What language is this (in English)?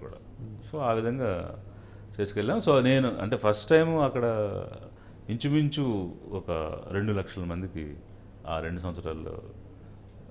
Telugu